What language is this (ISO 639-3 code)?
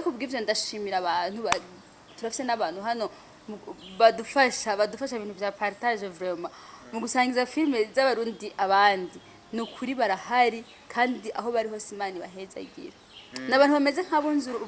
run